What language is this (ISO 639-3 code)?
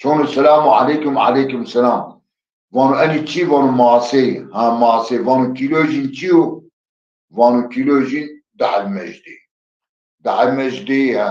zza